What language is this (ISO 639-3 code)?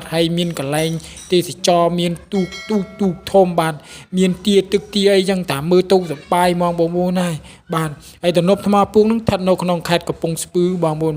khm